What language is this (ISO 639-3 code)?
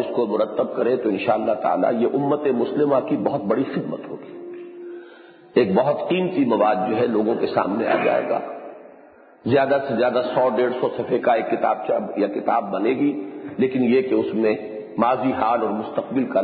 urd